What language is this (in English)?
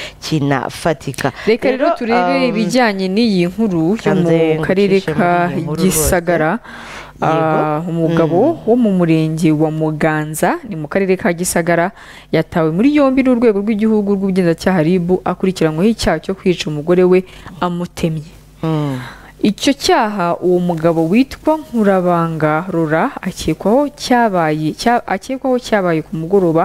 Kinyarwanda